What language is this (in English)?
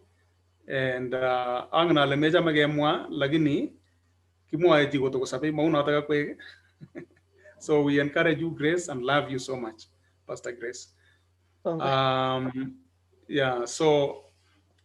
Kalenjin